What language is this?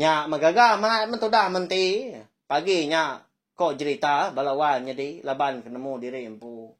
Iban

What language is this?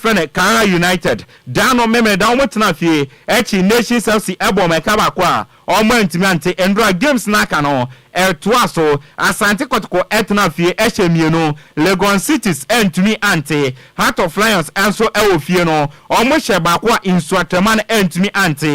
Akan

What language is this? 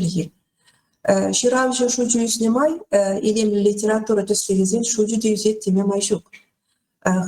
Chuvash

